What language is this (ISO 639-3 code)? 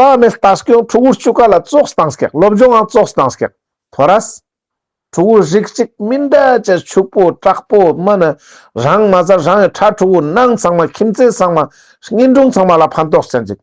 lbj